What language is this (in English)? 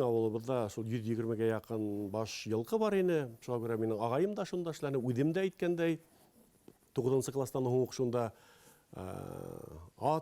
Bashkir